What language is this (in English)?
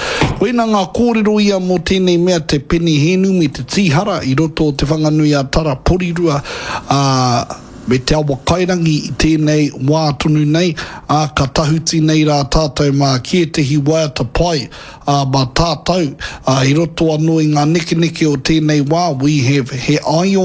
Māori